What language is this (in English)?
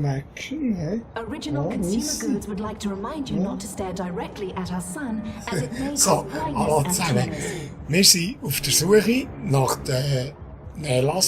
Swiss German